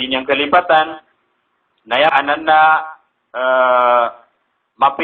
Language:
Maranao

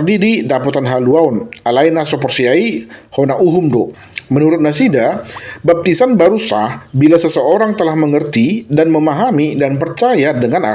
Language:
Batak Toba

